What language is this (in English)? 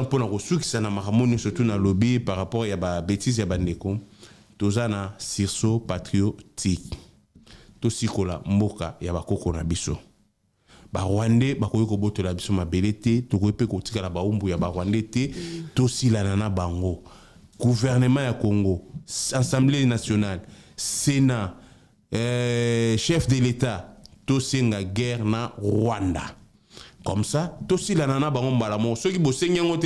Lingala